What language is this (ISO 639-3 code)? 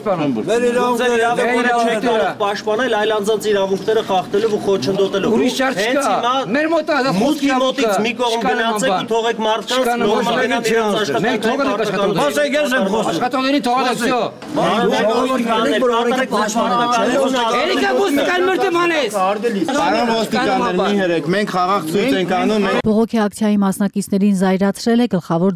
hye